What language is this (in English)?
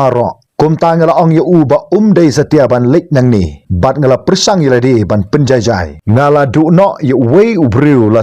Khasi